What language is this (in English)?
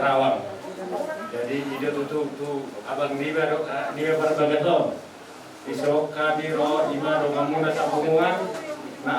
Batak Toba